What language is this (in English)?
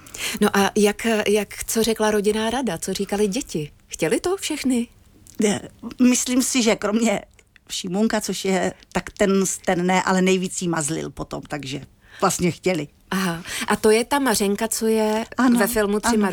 Czech